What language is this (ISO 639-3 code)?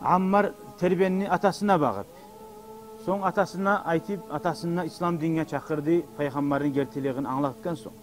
kum